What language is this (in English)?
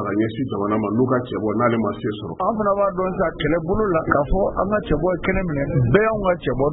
Bambara